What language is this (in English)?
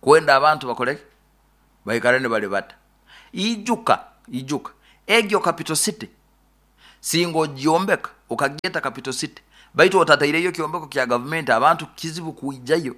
Nyoro